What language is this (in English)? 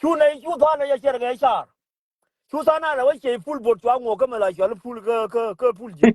Nuer